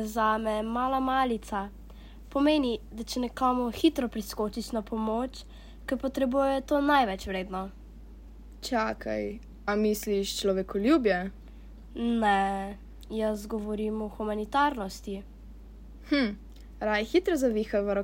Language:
Slovenian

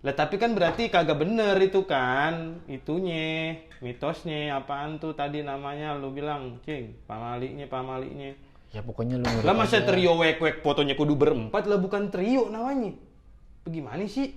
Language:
Betawi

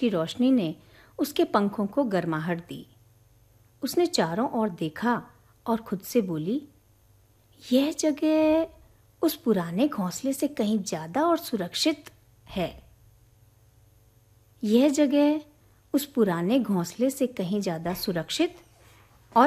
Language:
Hindi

